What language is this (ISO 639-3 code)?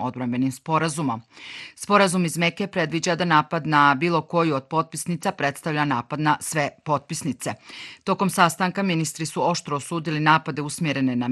bos